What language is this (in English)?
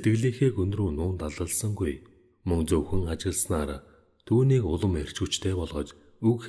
Mongolian